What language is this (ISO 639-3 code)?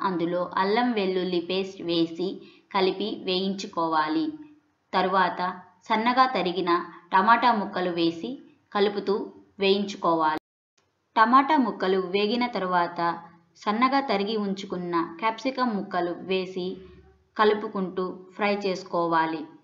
tel